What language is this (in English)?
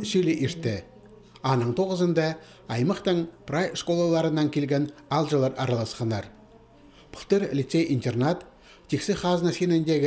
Khakas